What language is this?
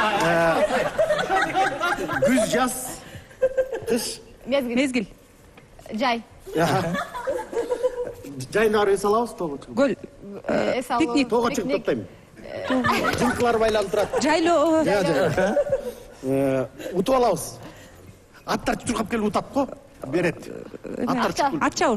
Kyrgyz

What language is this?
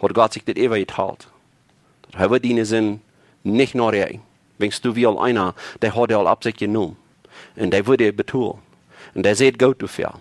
Plautdietsch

